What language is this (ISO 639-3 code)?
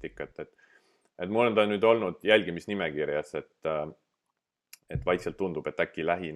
est